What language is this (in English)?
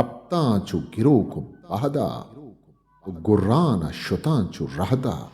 Eastern Balochi